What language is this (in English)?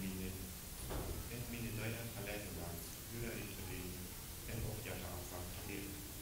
Plautdietsch